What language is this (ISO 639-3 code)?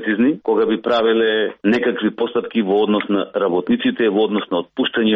mkd